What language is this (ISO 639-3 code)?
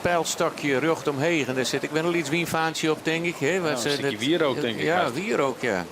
fry